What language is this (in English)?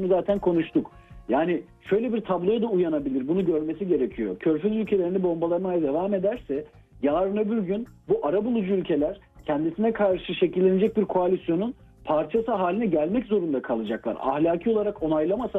Turkish